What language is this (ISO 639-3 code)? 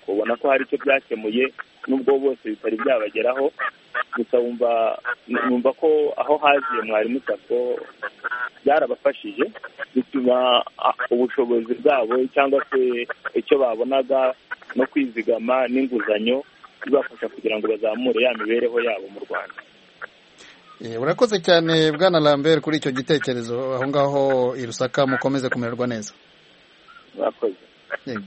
kin